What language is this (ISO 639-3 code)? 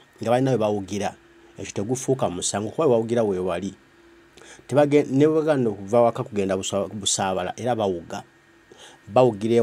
lug